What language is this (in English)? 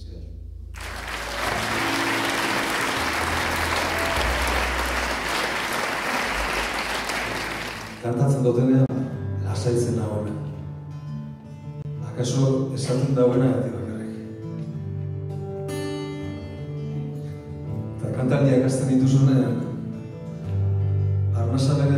Basque